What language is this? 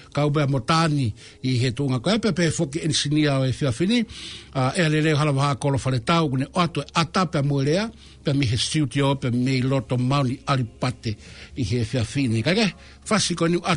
Tongan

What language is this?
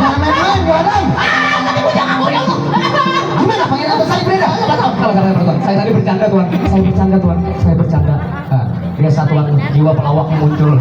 Banjar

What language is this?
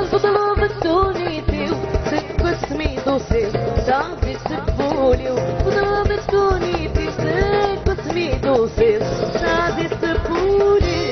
Algerian Arabic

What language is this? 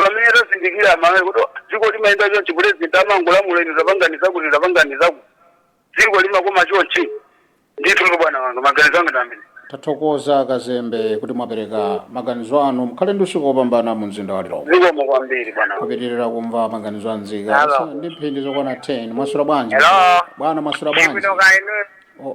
Nyanja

